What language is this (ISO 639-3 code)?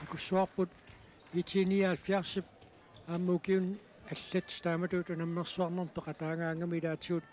kal